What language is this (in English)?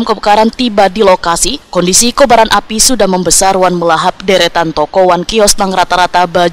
Banjar